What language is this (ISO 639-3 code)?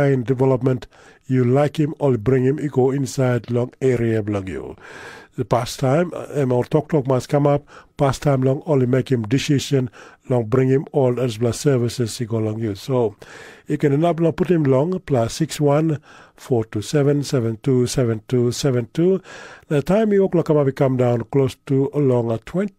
tpi